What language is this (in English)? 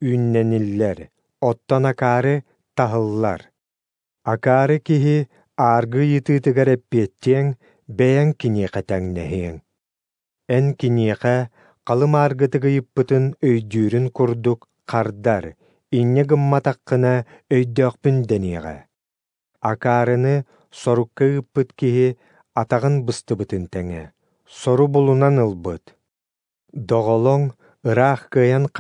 Yakut